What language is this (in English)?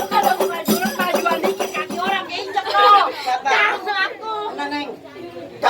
Betawi